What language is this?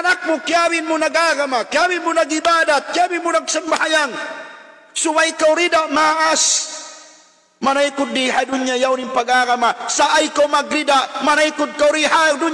Tausug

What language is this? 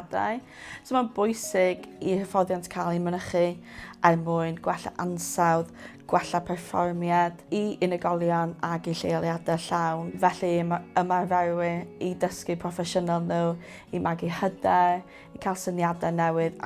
Welsh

